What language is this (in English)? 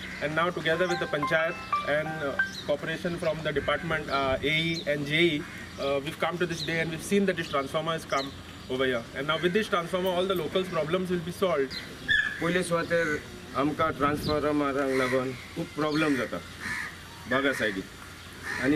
Konkani